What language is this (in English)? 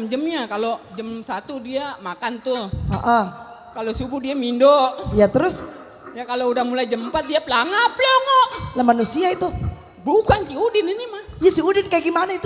Betawi